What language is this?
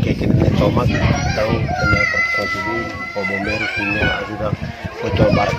Tetum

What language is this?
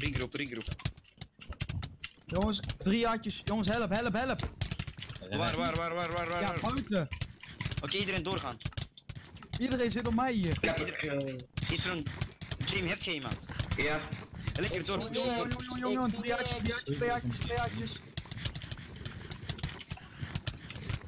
Dutch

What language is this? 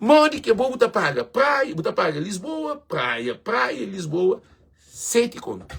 Kabuverdianu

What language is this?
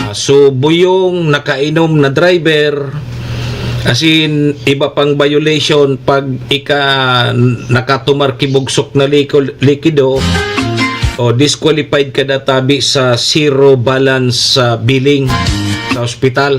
Bikol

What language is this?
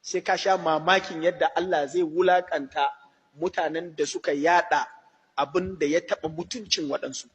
Hausa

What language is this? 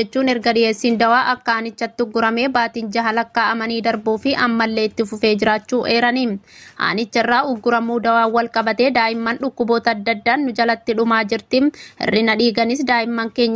Oromo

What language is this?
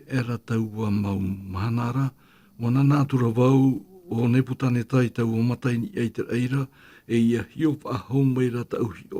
Tahitian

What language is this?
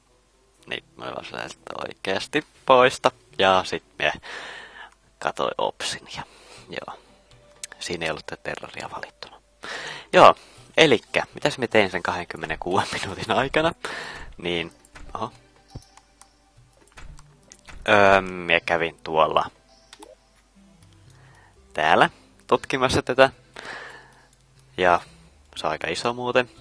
Finnish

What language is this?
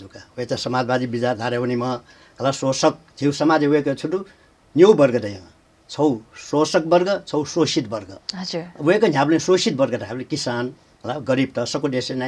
Newari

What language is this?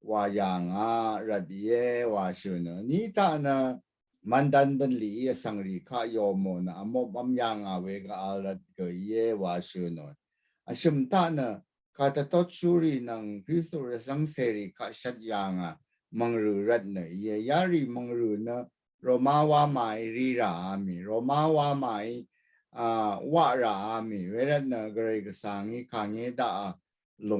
Rawang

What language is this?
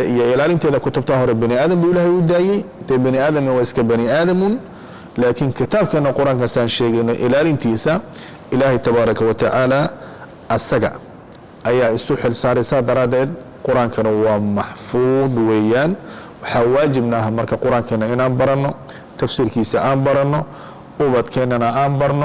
Somali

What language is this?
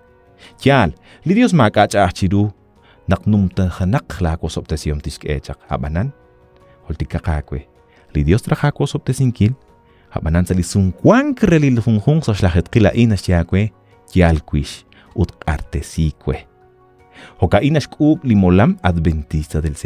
Kekchí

